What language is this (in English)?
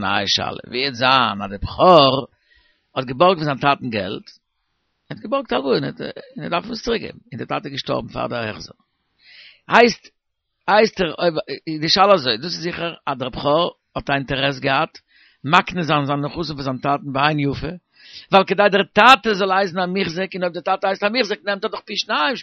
Yiddish